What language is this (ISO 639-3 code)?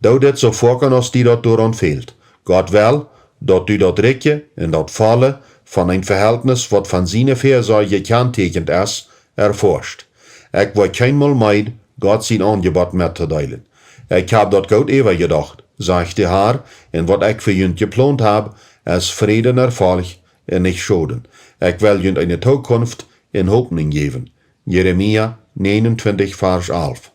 pdt